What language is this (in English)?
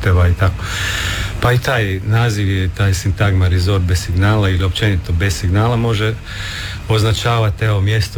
Croatian